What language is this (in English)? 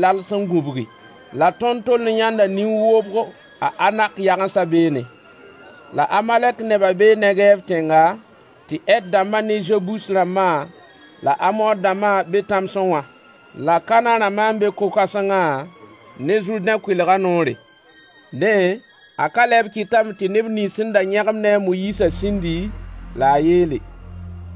Mossi